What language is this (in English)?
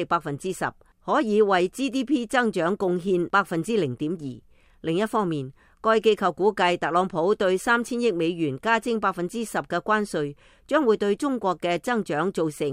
Cantonese